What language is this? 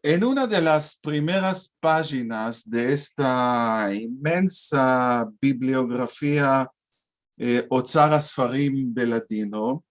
Ladino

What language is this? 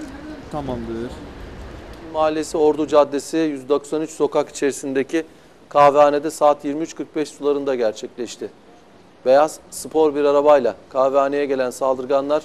Turkish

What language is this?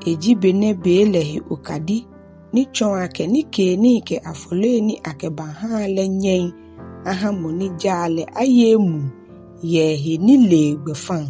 Ga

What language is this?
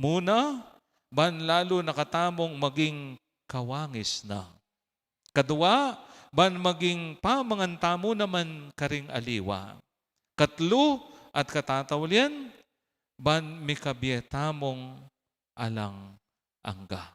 Pampanga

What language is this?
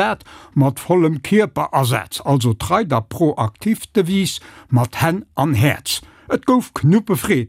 Luxembourgish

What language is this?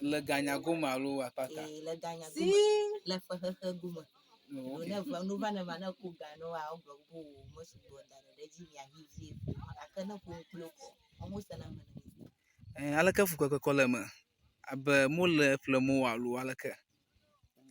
Ewe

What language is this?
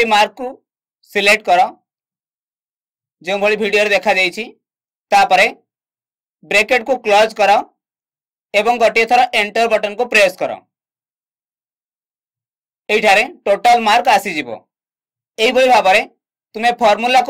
Odia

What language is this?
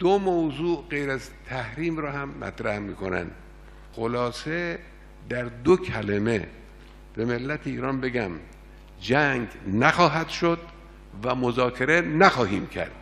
Kurdish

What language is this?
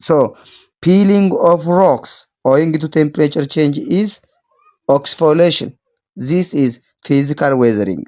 English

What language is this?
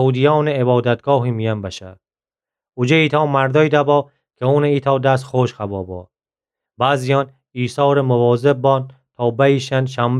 Gilaki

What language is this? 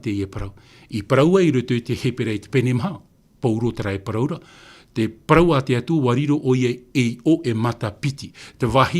Tahitian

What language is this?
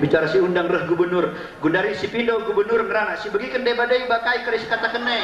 Batak Karo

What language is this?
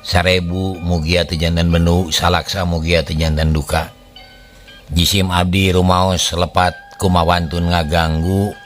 Sundanese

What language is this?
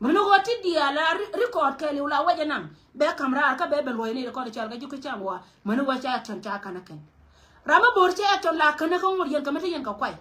Nuer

